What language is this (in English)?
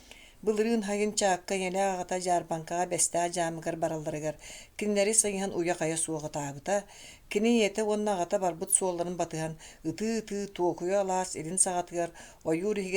Yakut